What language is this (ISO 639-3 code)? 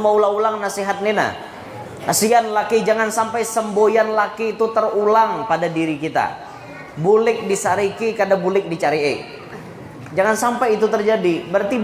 bjn